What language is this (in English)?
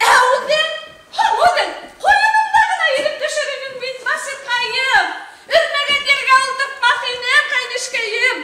Bashkir